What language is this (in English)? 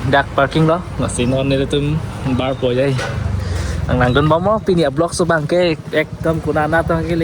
Karbi